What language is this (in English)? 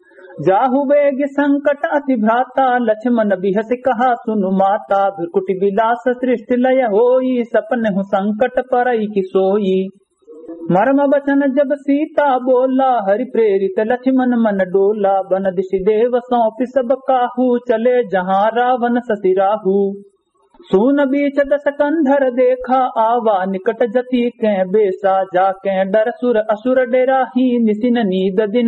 Awadhi